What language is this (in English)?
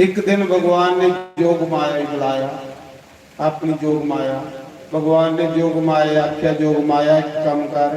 Dogri